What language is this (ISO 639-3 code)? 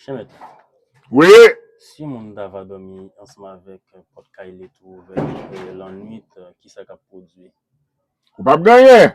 hat